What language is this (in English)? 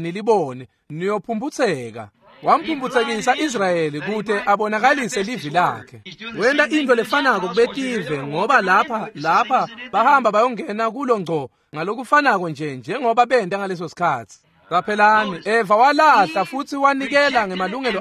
Swati